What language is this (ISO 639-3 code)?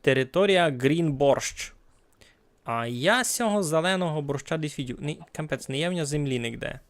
rue